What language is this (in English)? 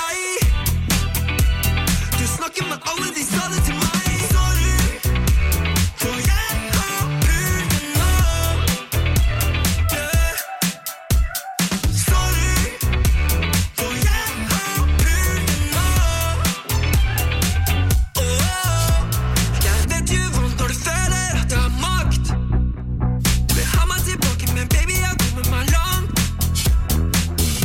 Norwegian